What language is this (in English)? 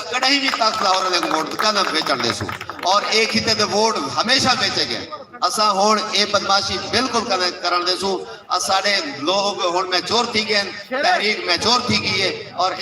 Saraiki